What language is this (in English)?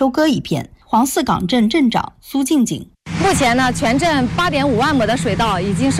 Chinese